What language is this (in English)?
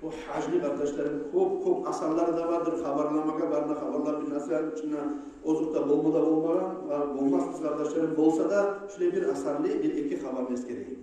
Kumyk